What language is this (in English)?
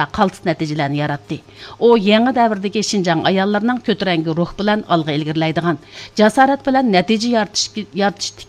Uyghur